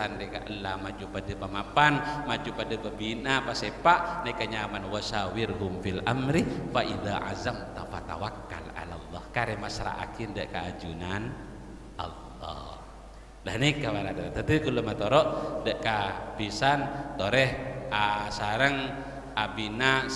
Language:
Madurese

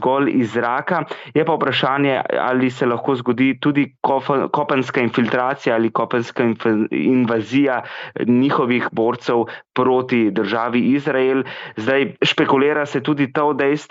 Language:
Slovenian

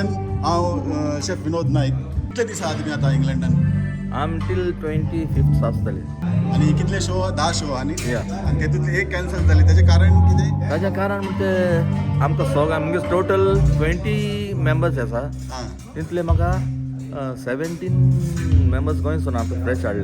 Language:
Konkani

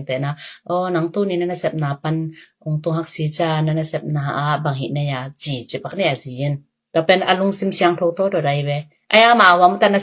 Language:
Tedim Chin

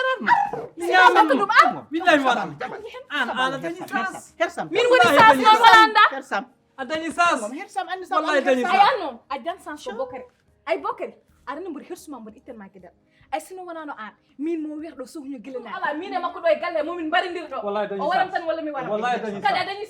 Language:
Fula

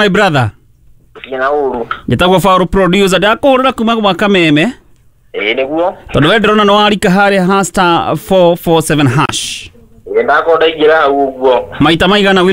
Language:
Kikuyu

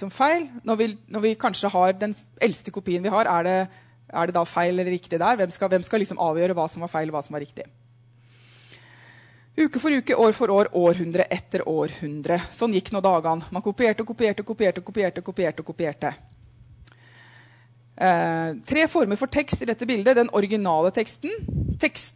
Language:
Norwegian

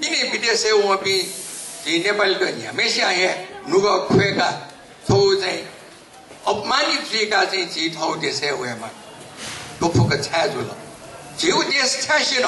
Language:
Newari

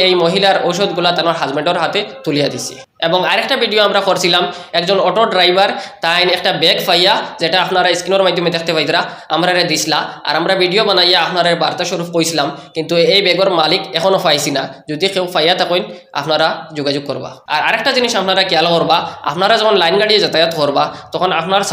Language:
Sylheti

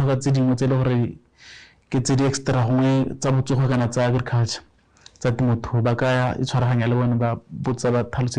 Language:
Tswana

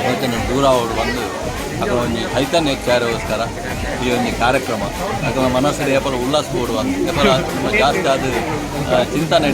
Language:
Tulu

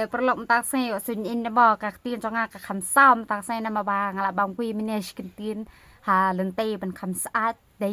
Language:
Khasi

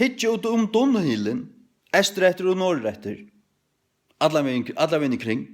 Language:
Faroese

